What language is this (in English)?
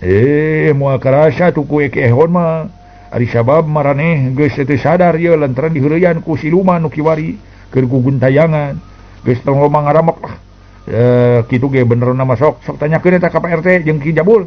Sundanese